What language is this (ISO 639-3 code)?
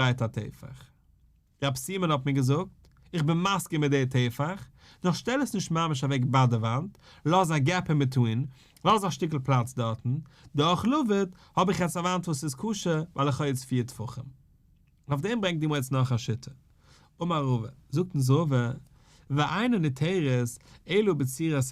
yid